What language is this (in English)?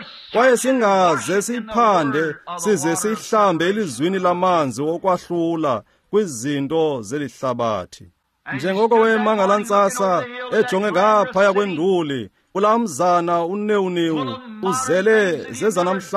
Xhosa